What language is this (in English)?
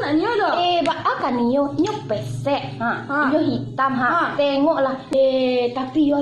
Minangkabau